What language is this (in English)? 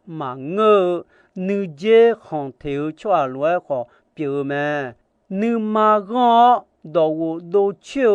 Akha